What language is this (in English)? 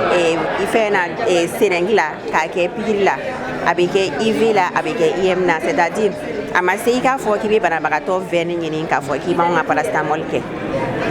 Bambara